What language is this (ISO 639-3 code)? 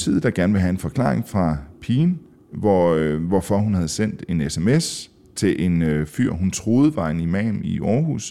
dan